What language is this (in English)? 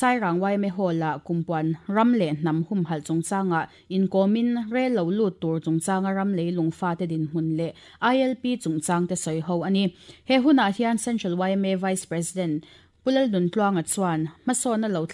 Mizo